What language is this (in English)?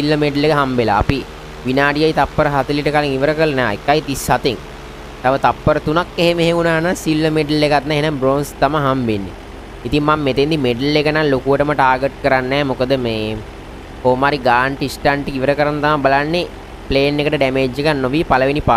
Sinhala